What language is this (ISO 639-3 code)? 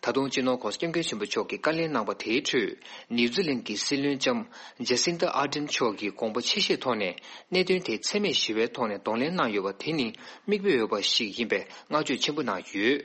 bod